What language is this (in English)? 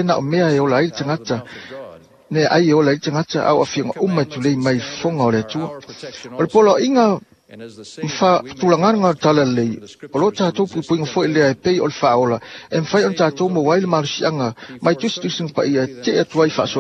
Samoan